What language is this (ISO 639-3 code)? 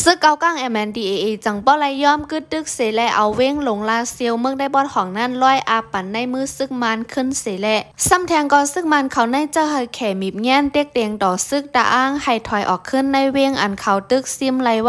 shn